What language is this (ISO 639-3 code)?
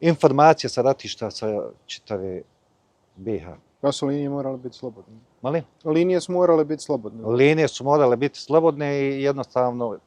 bos